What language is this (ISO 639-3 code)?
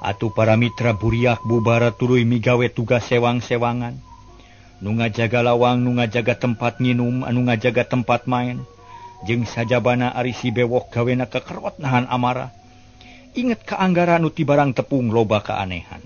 sun